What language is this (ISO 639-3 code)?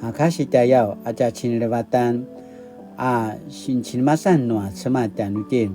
pwn